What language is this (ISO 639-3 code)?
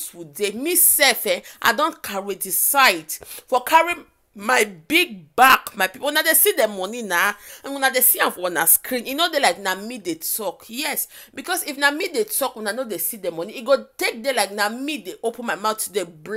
pcm